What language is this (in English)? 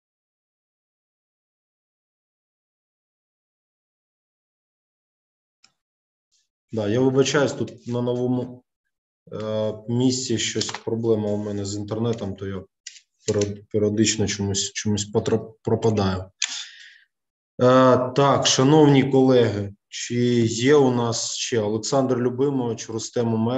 Ukrainian